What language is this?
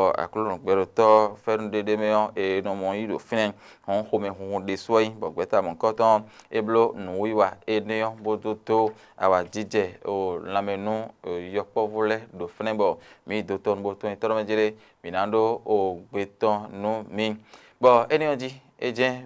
Fon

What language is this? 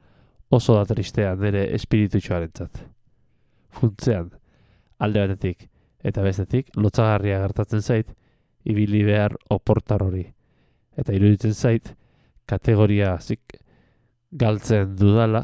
Basque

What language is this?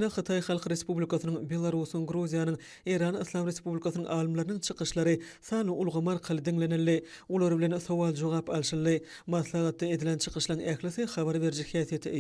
Turkmen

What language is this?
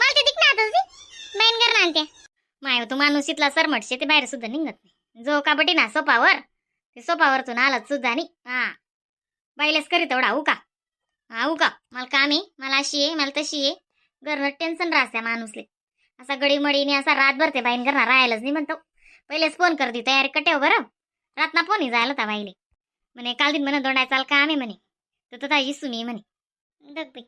Khandesi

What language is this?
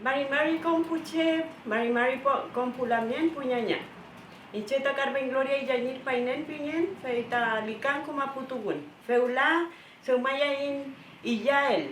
Mapuche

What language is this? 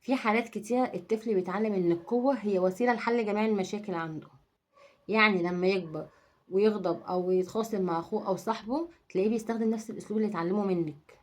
Egyptian Arabic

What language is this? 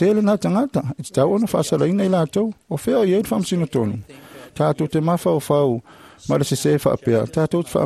Samoan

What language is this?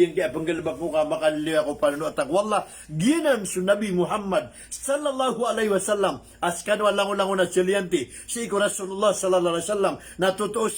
Maranao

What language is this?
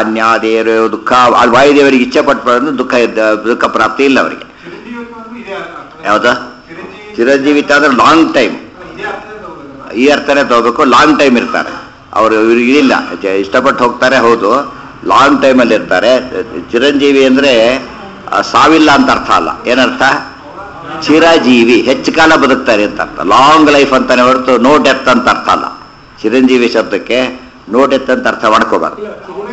Kannada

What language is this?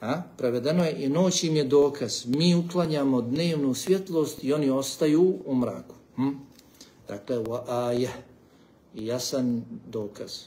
Bosnian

